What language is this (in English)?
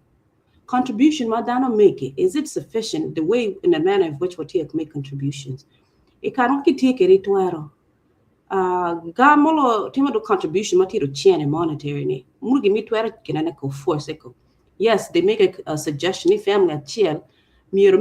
Acoli